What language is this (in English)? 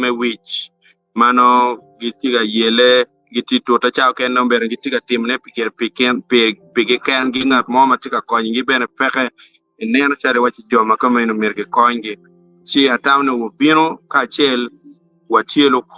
Acoli